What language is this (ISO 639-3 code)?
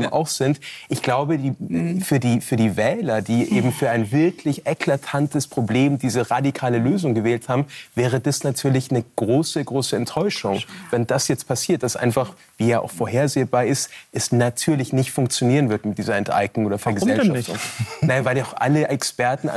deu